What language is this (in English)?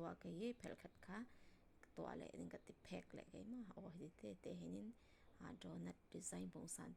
Falam Chin